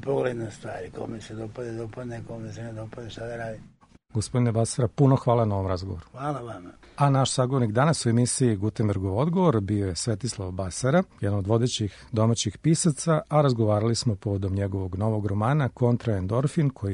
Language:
Serbian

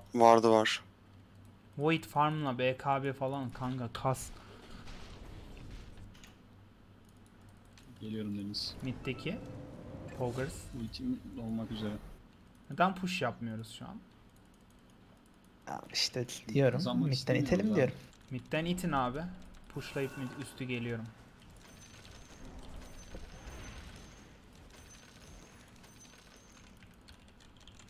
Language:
Turkish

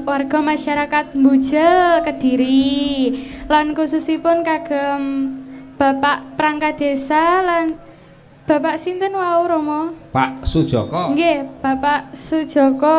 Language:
Javanese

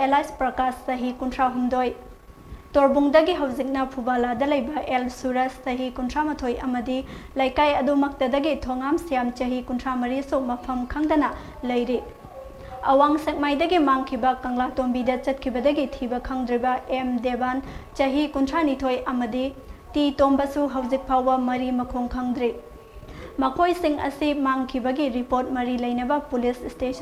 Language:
Manipuri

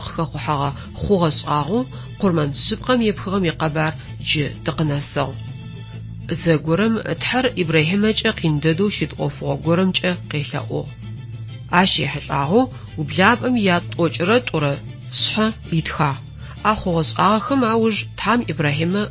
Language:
Adyghe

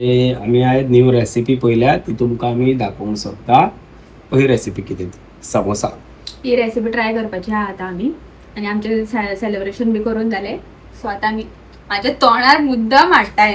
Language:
Konkani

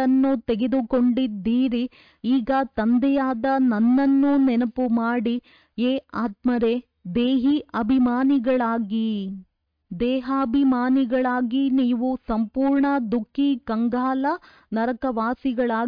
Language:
Kannada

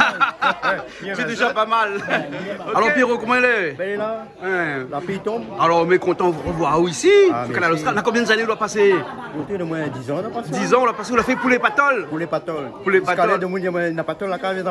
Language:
Réunion Creole French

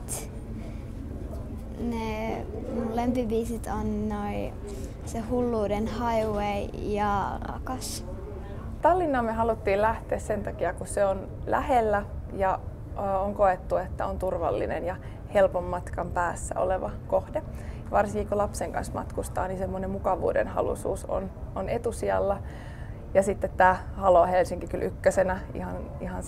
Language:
Finnish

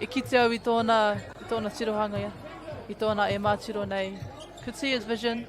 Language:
Māori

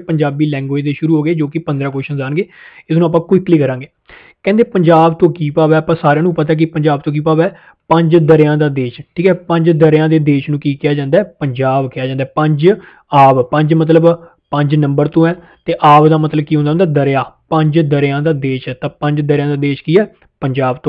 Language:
Punjabi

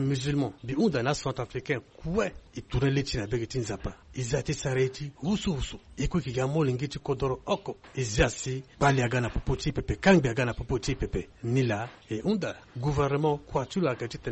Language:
Sango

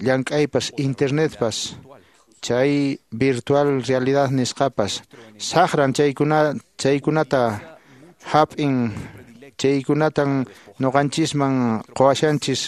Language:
Quechua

